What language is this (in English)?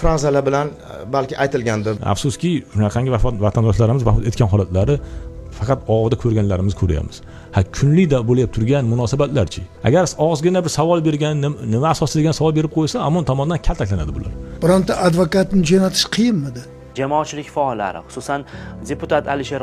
Uzbek